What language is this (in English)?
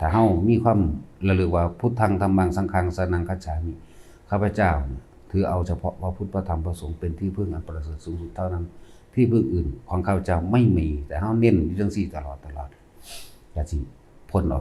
Lao